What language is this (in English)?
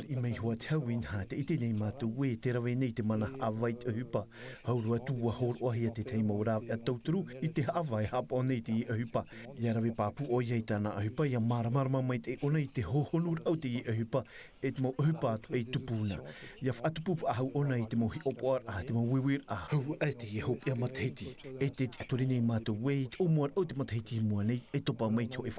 Tahitian